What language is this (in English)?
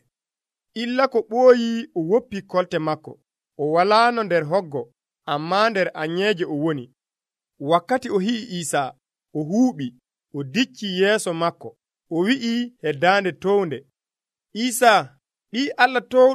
Nigerian Fulfulde